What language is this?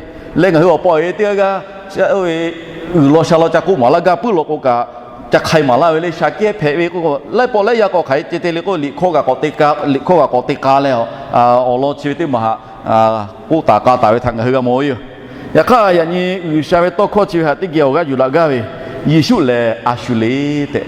Lahu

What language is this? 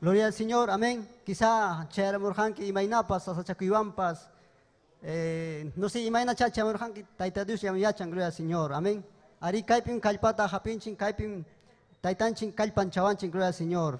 Ayacucho Quechua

